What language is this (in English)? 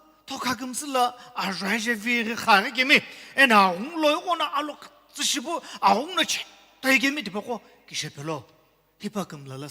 Sumi Naga